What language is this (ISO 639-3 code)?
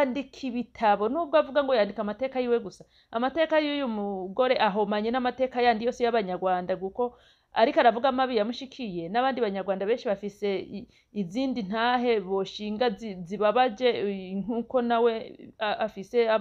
run